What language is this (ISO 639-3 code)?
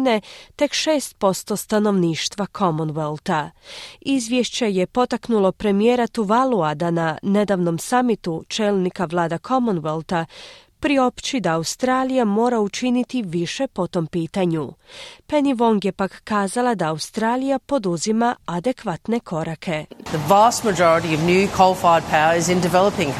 hrv